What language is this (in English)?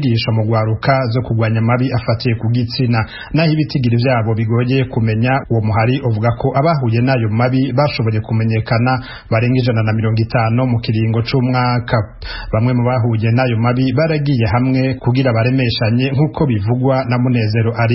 Rundi